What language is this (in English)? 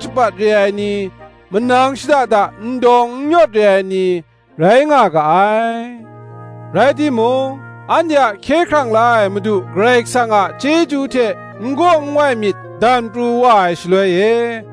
Kachin